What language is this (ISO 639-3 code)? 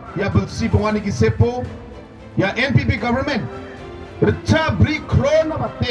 grt